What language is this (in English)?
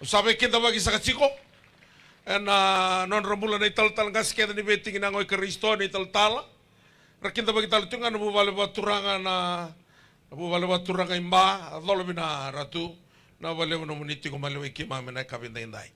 Fijian